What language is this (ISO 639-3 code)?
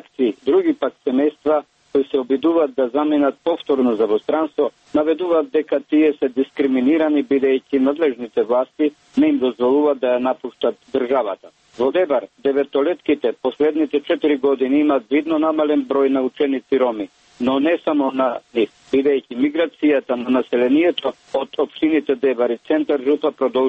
mkd